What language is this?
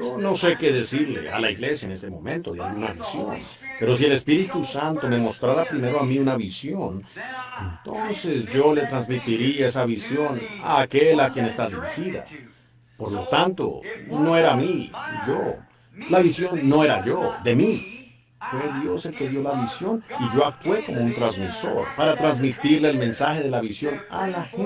Spanish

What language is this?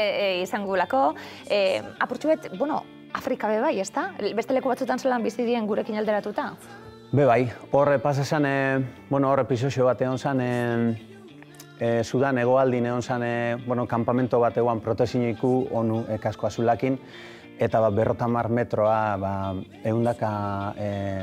Basque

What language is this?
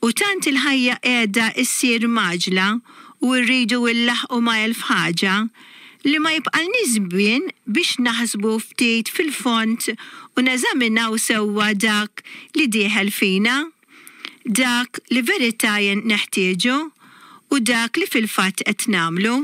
Maltese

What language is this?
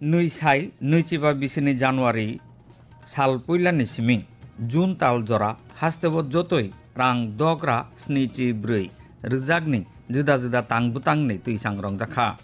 Kok Borok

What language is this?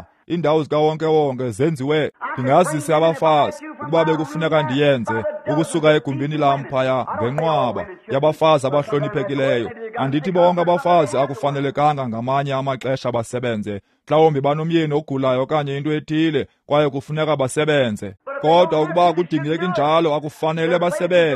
Xhosa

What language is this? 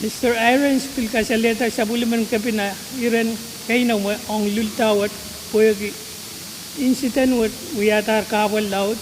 Pohnpeian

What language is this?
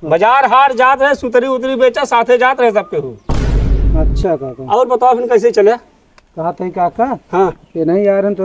Awadhi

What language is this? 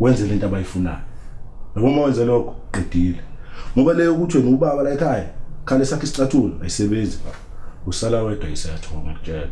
Zulu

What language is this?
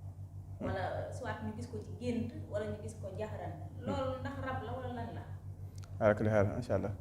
Wolof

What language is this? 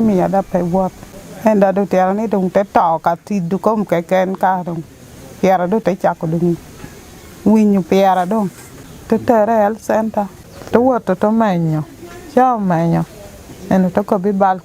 Acoli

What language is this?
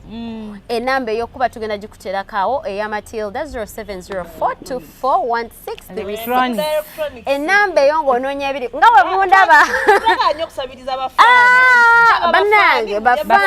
Ganda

